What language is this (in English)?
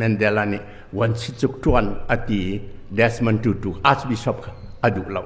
Hakha Chin